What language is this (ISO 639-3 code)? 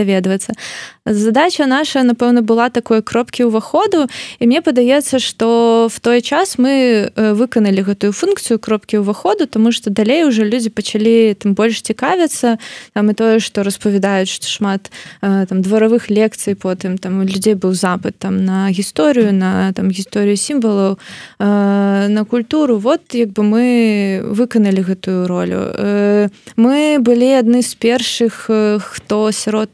bel